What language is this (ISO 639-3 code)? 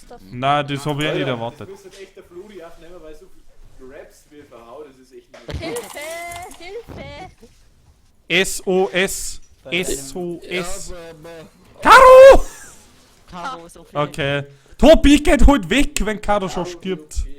bar